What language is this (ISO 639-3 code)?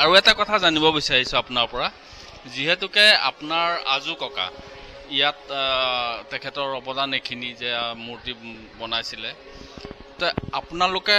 asm